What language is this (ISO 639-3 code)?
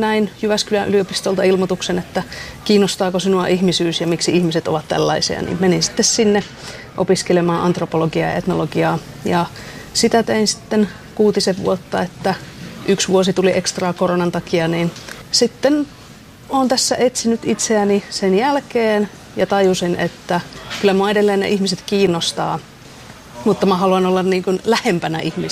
fin